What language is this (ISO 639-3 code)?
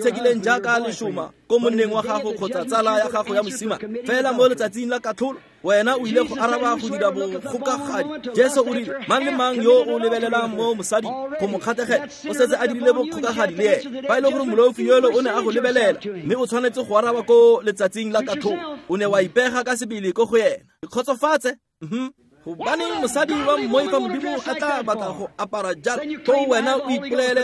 tsn